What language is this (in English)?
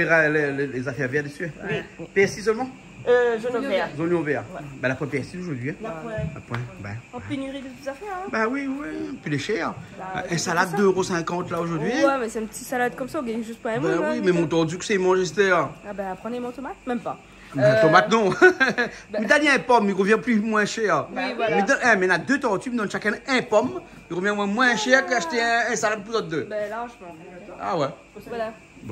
Réunion Creole French